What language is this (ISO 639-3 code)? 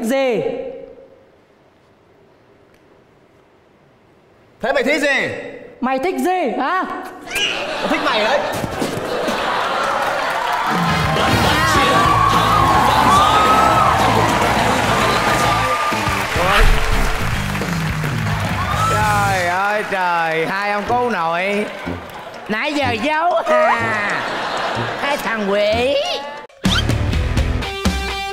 vie